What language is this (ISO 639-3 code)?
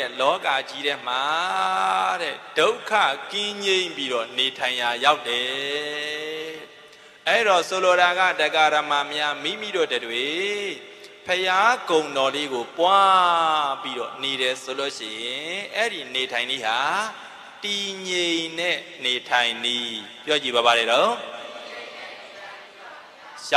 mya